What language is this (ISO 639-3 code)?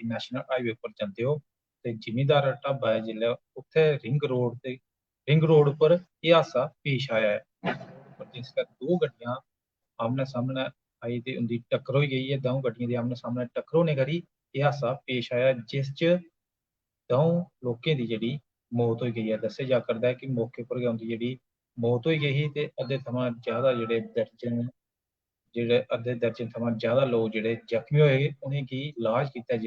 doi